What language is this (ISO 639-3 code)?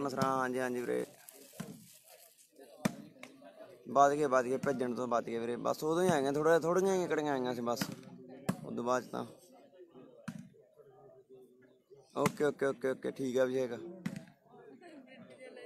pan